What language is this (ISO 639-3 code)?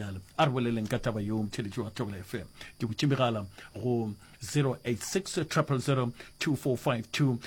nso